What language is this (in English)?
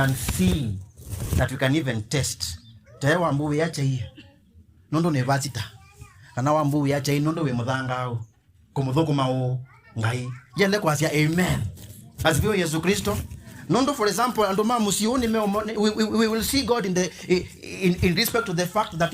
Kamba